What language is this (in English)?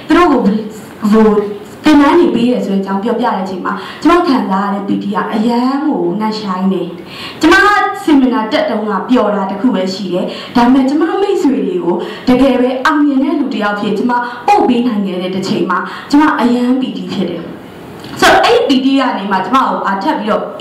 Burmese